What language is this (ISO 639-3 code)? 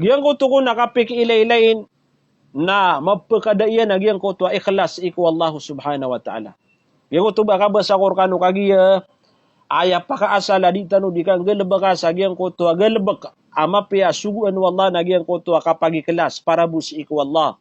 mrw